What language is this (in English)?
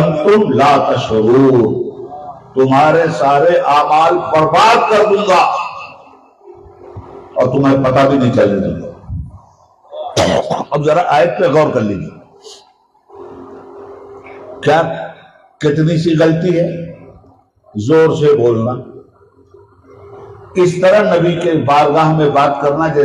Urdu